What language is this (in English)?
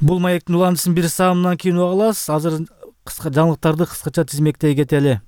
Kyrgyz